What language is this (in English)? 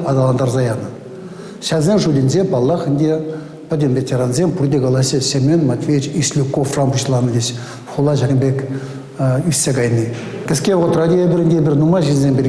Chuvash